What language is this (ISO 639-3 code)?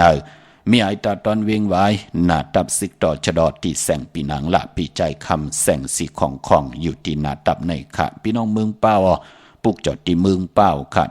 shn